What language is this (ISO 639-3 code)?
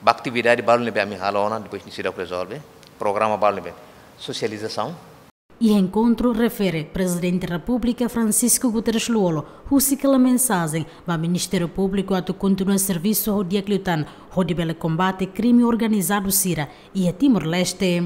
tet